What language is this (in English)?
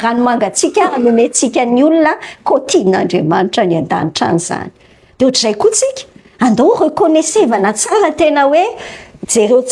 Malagasy